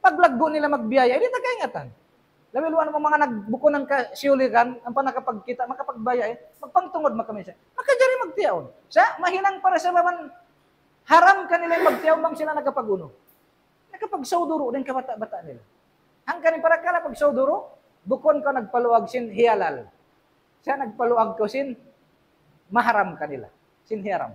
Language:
Tausug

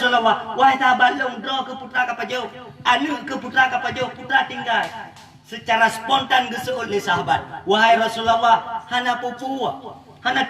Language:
Achinese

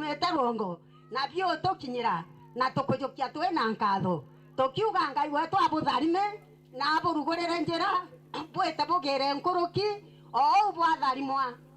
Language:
Meru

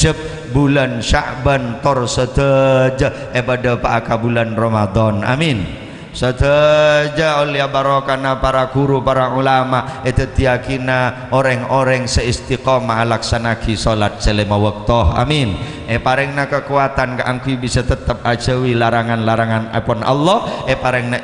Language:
Madurese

